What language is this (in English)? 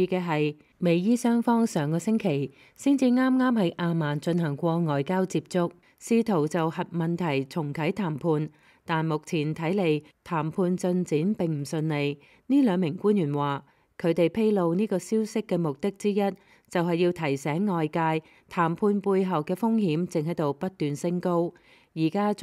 Cantonese